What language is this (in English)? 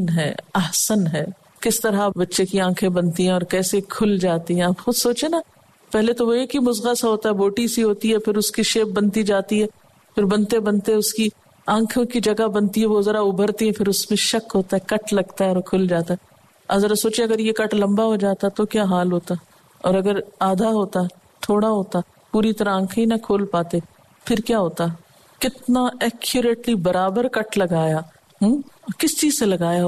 Urdu